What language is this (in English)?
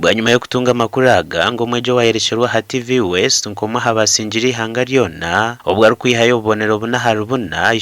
Nyankole